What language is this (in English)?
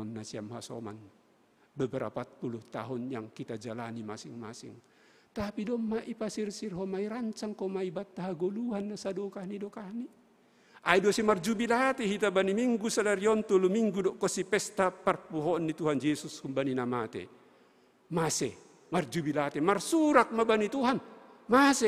Batak Simalungun